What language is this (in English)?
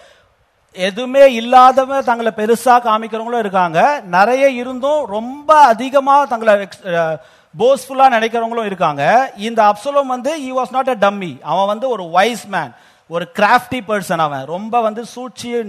Tamil